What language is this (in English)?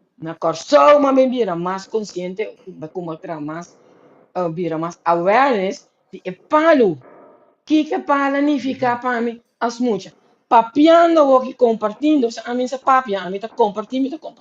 Papiamento